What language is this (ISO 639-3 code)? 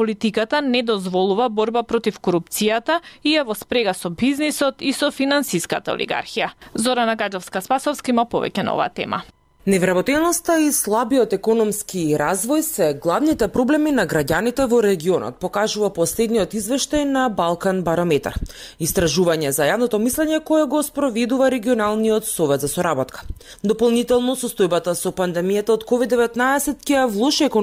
mkd